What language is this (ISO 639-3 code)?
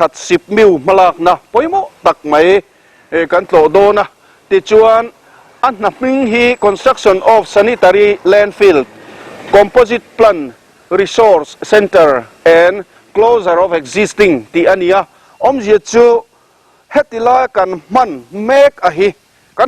lus